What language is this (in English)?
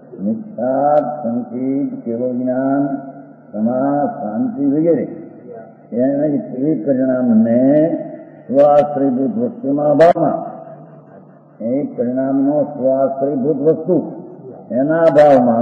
Gujarati